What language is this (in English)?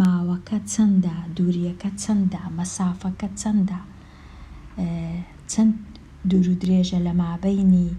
Central Kurdish